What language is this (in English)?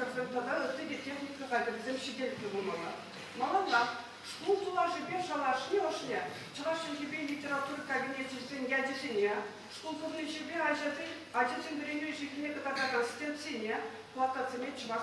Chuvash